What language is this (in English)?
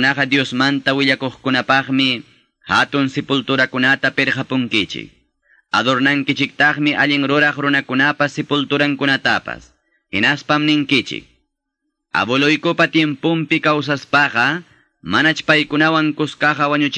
Quechua